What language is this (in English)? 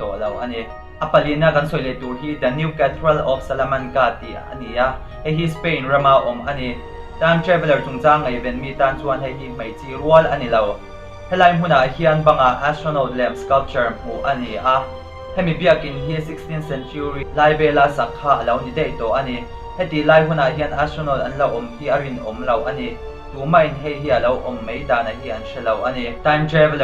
Mizo